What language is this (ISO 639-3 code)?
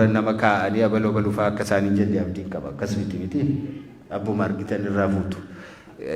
orm